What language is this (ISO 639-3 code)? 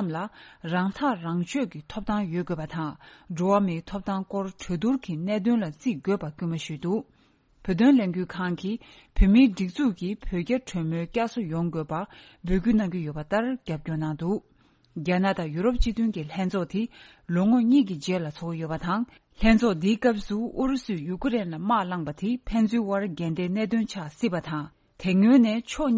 bod